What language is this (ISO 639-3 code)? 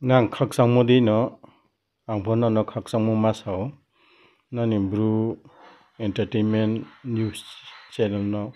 ria